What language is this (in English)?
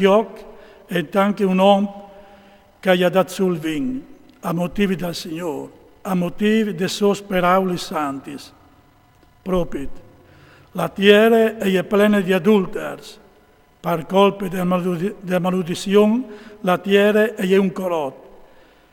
Friulian